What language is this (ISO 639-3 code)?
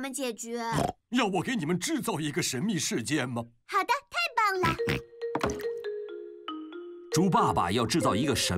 zho